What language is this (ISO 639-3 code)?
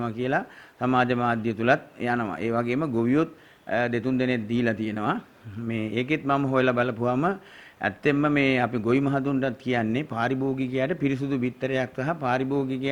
sin